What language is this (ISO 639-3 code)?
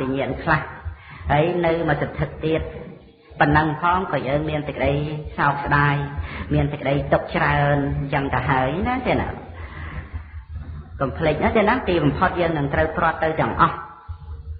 khm